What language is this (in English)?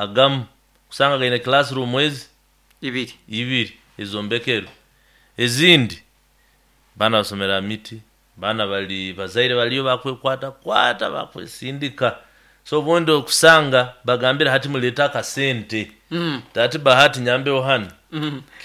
Nyoro